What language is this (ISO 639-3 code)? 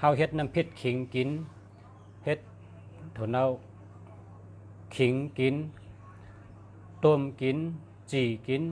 shn